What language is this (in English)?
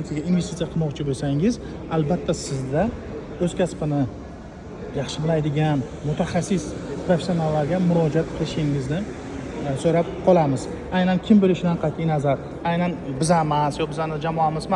Uzbek